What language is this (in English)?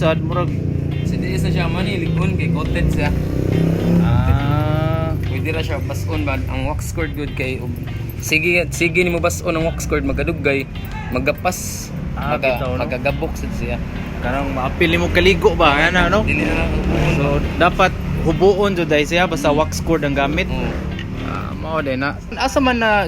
Cebuano